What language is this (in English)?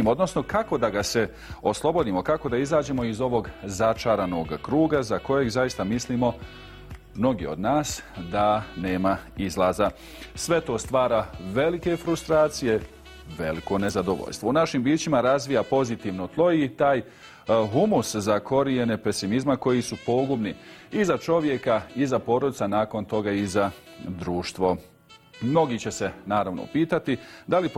Bosnian